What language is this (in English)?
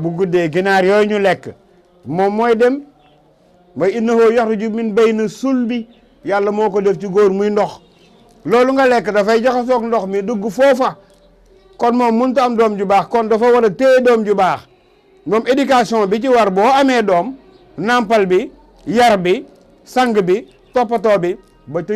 Wolof